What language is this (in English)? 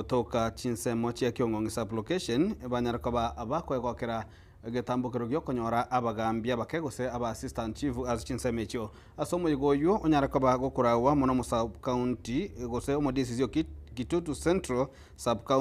Gusii